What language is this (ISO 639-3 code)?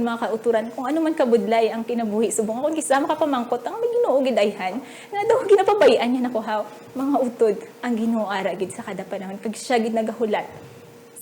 hil